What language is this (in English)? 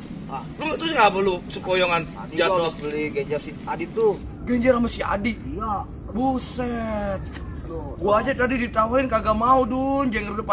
Betawi